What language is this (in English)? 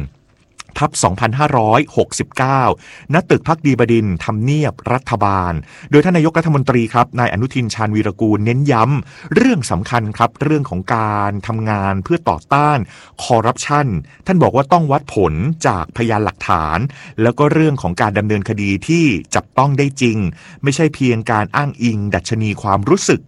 Thai